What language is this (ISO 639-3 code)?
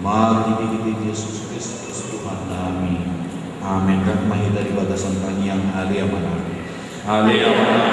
bbc